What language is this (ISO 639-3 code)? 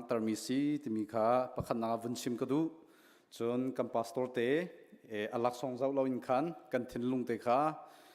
cnh